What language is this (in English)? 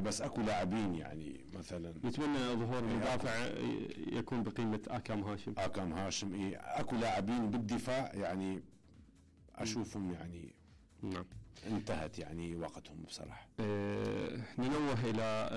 Mesopotamian Arabic